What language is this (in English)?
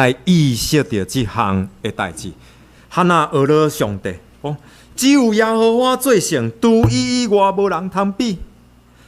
Min Nan Chinese